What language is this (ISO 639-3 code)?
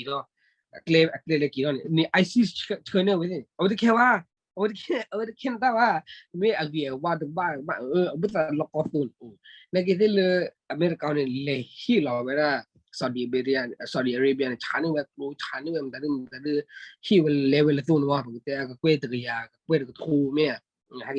ksw